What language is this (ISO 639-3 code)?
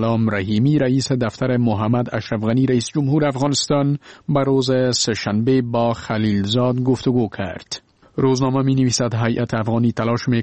fas